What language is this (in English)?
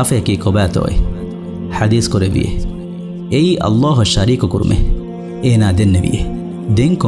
Divehi